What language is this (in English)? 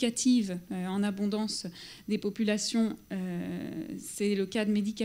French